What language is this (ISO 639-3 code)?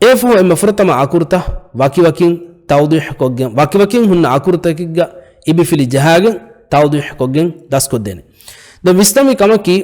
div